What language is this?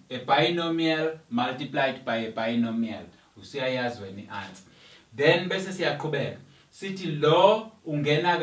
Zulu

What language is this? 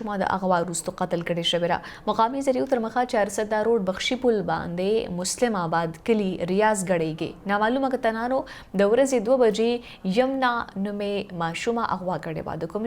Pashto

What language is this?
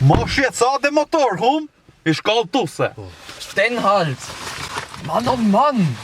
Swiss German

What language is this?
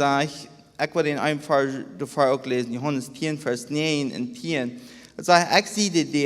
Plautdietsch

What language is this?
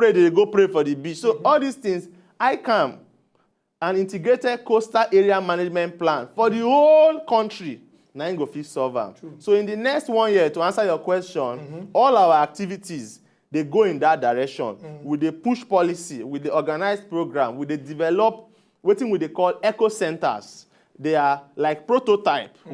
Nigerian Pidgin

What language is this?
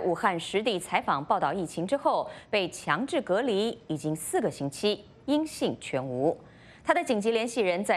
Chinese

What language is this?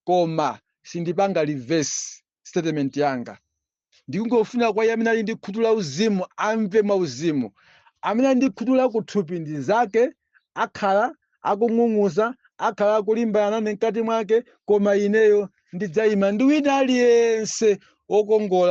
Nyanja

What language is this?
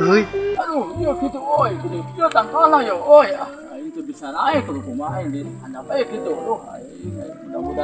Sundanese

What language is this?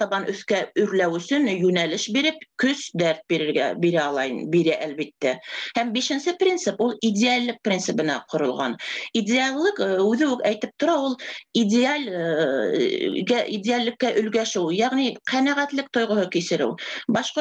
Bashkir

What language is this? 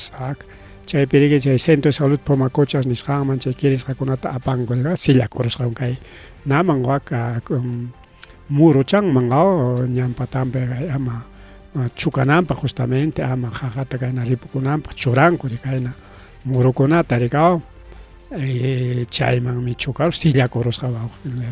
Ayacucho Quechua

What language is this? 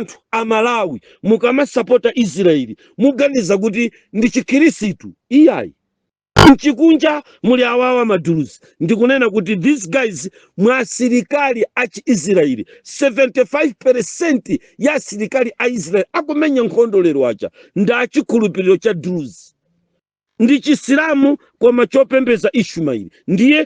Nyanja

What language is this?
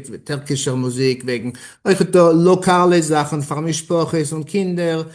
Yiddish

